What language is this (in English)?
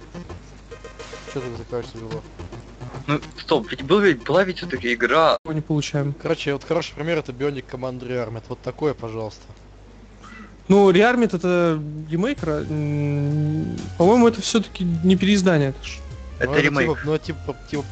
Russian